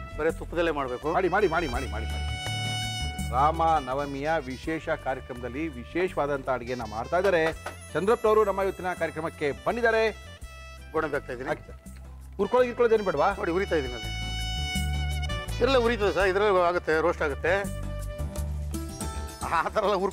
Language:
Kannada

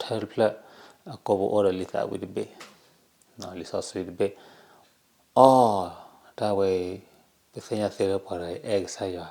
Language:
S'gaw Karen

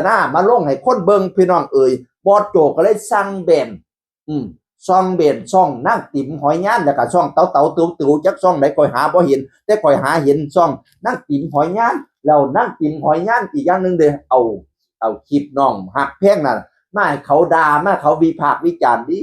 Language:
Northeastern Thai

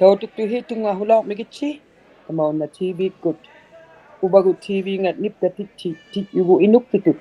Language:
Inuktitut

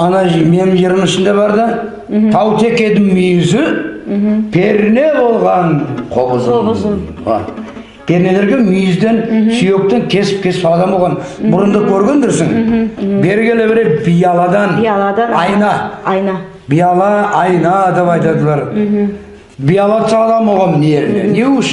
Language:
Nogai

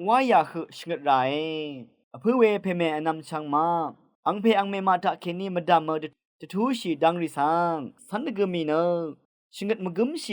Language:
Rawang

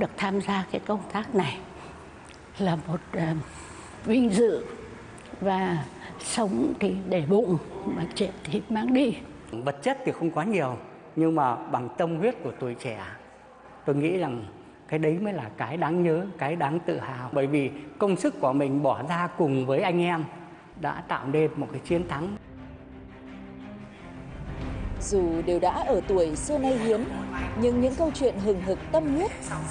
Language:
Vietnamese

